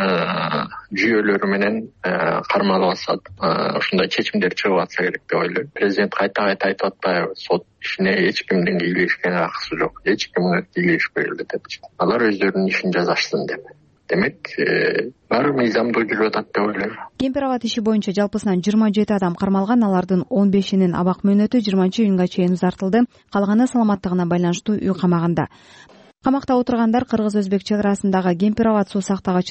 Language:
Kyrgyz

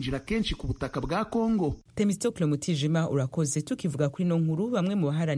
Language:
Kinyarwanda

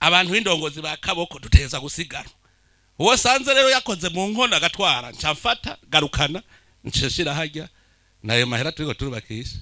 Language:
Rundi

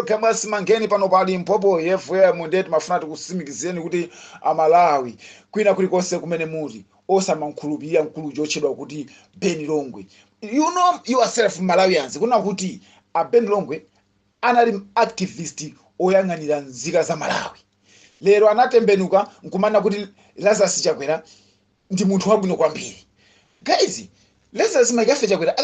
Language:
Nyanja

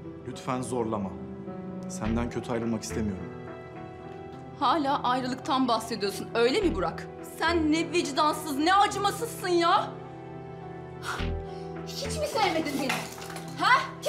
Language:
Turkish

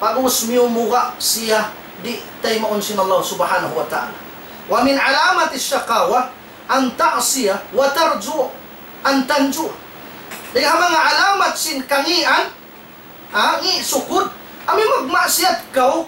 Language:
Tausug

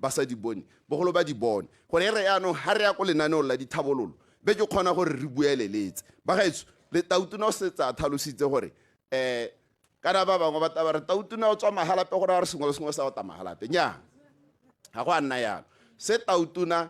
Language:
Tswana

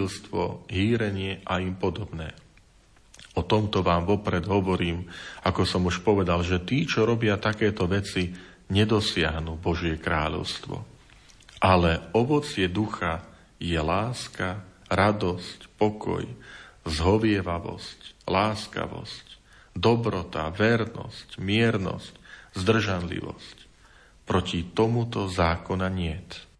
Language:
Slovak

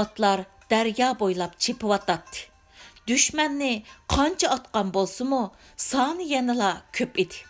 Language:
Uyghur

